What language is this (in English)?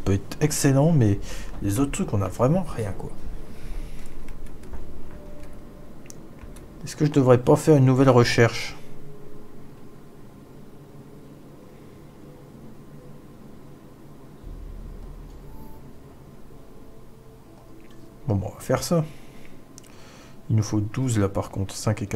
French